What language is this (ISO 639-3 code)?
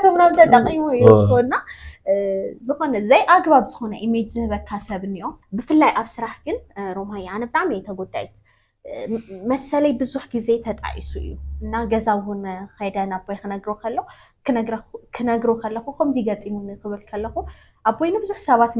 tir